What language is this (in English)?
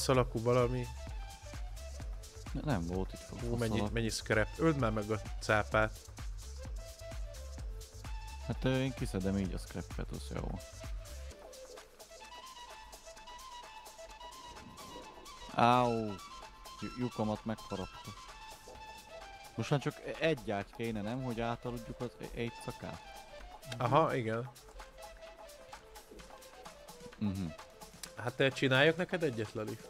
Hungarian